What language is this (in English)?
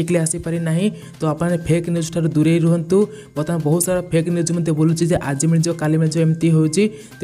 Odia